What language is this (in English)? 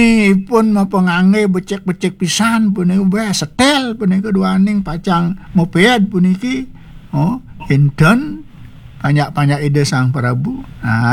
Balinese